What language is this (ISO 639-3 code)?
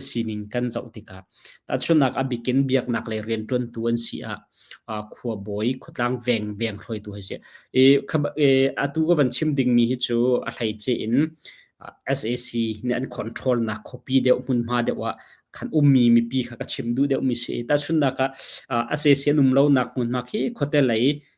cnh